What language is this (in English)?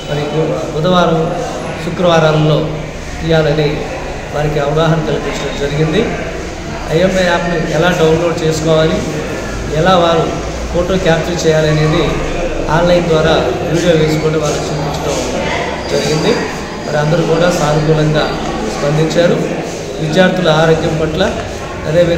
Telugu